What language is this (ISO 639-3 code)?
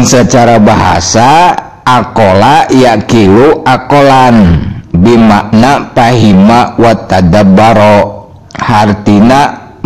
sun